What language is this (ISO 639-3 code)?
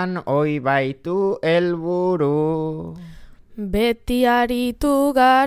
eus